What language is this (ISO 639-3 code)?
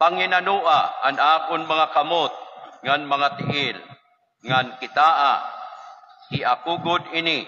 war